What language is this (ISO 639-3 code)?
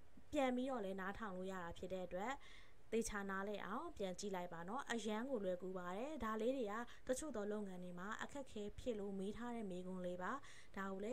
mya